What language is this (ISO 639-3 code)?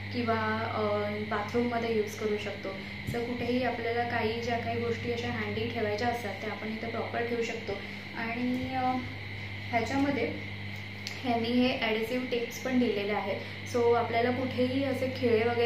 mar